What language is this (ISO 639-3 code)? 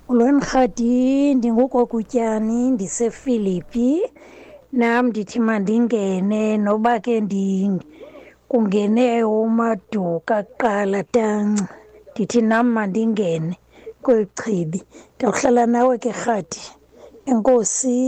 xho